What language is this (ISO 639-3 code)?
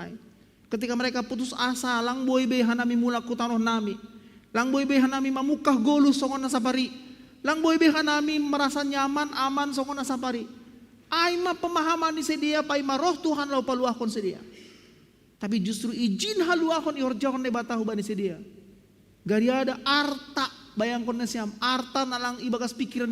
bts